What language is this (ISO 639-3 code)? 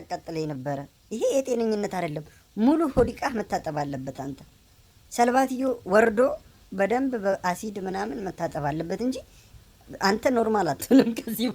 amh